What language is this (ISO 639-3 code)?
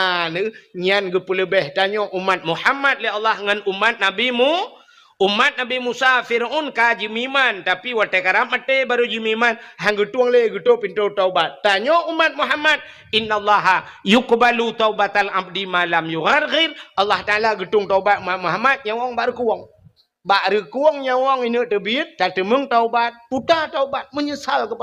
ace